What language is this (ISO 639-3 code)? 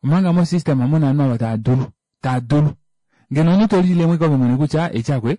kua